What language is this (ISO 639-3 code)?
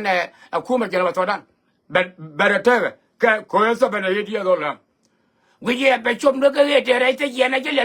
nus